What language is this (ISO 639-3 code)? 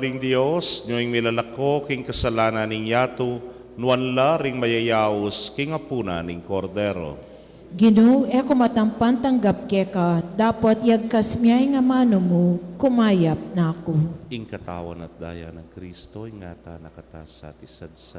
pam